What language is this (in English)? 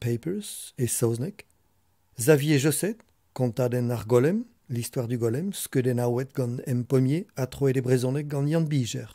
Breton